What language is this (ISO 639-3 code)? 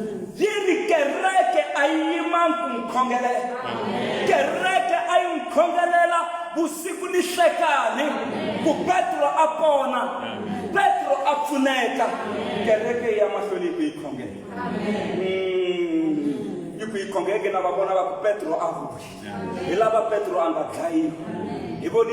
tso